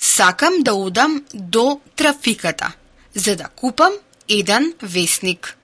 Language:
Macedonian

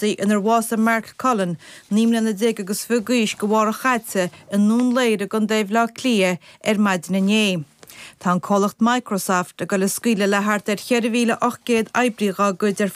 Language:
Irish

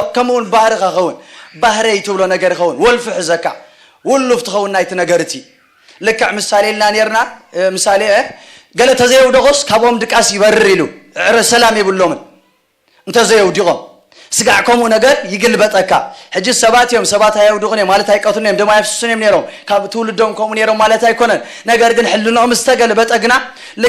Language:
Tigrinya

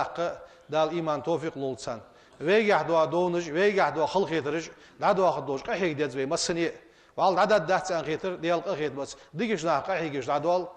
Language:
Ingush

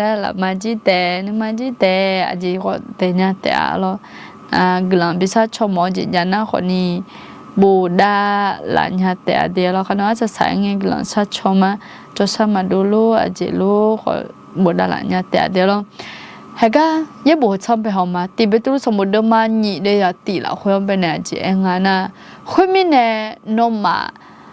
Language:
Akha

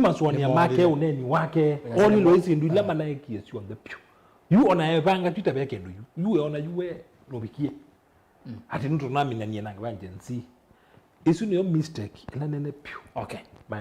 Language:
Kamba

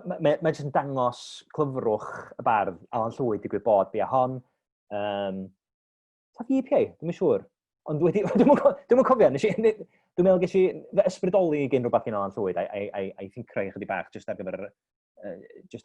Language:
Welsh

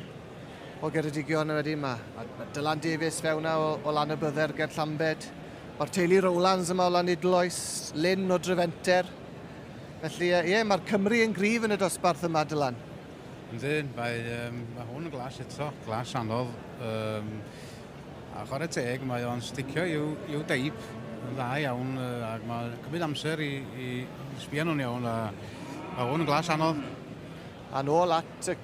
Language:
Welsh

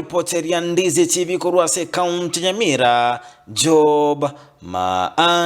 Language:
Gusii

